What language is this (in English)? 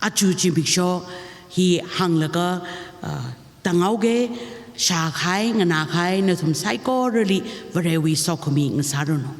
Tangkhul Naga (India)